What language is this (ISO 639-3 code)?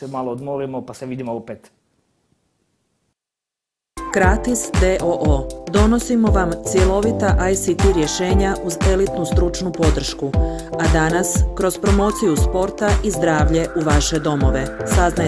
hrv